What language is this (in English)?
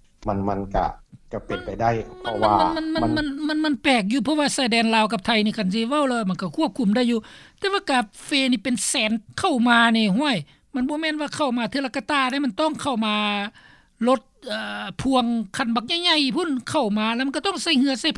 Lao